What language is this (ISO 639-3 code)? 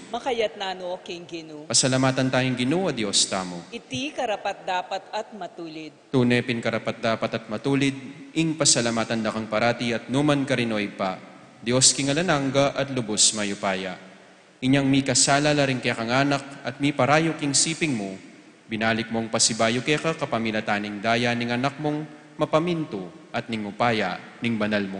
pam